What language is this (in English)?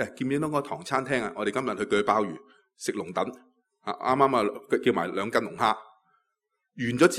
Cantonese